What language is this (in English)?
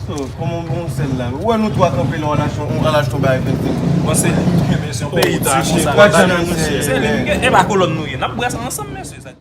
Haitian Creole